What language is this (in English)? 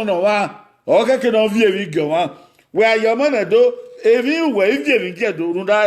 Bini